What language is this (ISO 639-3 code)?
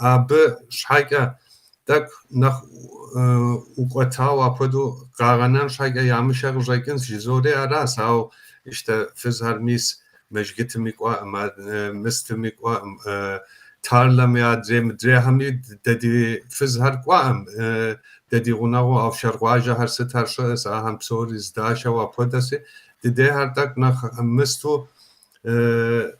kbd